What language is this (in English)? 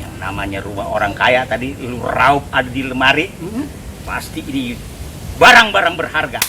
Betawi